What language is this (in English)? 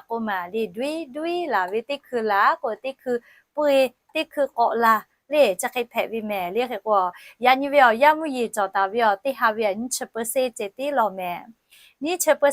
Lahu